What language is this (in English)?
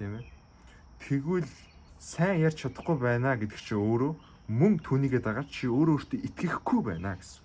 Mongolian